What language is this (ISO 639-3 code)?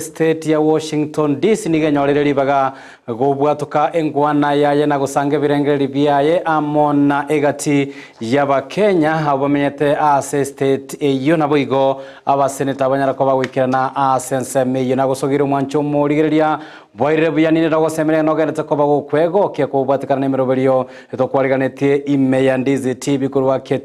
guz